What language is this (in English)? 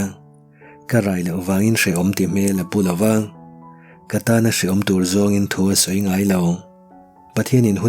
Mizo